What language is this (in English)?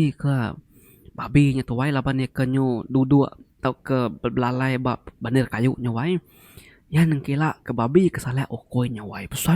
Iban